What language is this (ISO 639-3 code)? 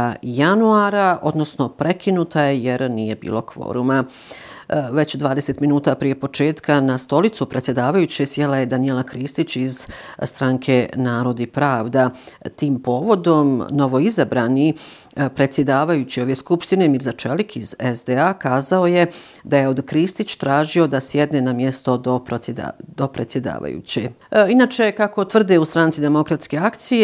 bos